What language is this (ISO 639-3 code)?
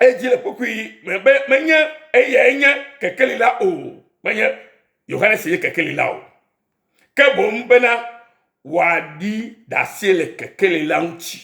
ewe